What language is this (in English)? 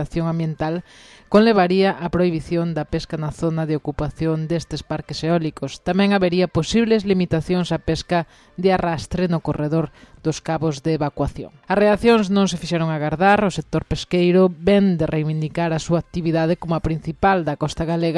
Galician